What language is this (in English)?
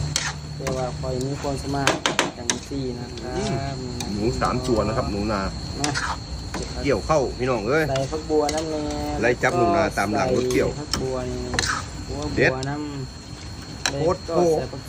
Northeastern Thai